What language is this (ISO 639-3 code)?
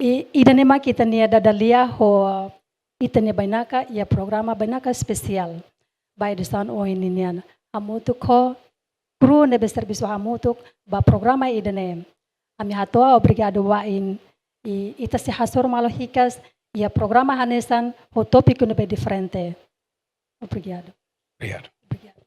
tet